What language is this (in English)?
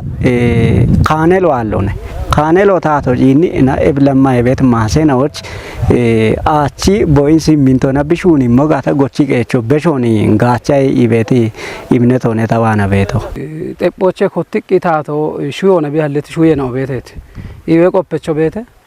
Kafa